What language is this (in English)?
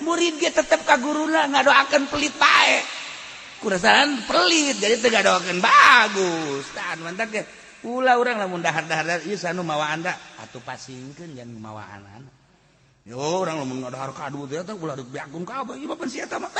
Sundanese